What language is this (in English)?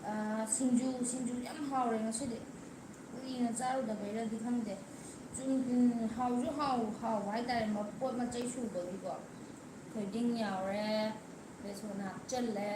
Manipuri